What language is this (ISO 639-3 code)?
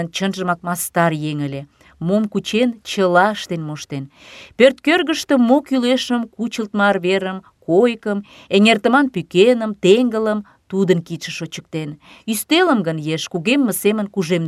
chm